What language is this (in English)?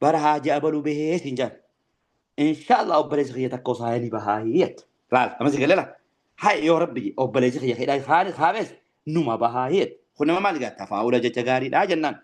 Oromo